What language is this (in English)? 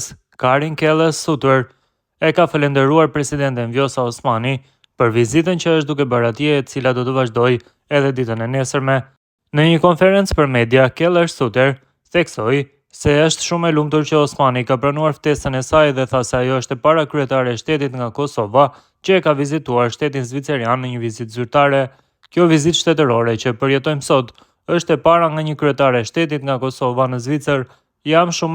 Albanian